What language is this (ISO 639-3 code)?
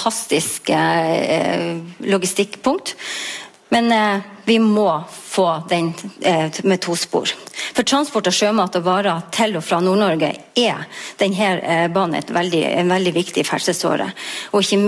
nor